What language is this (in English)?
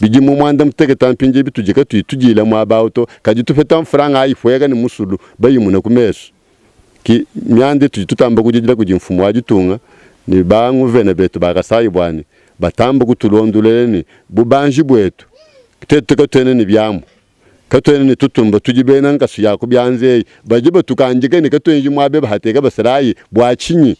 Luba-Lulua